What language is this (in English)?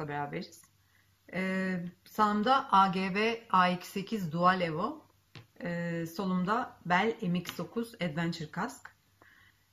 Turkish